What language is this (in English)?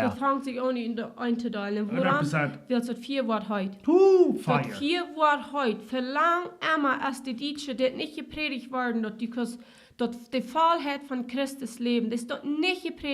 Plautdietsch